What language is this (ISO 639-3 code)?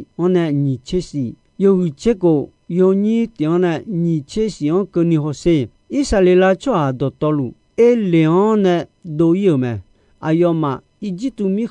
ahk